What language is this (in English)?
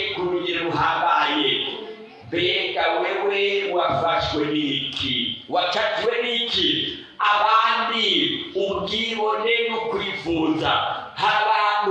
Rundi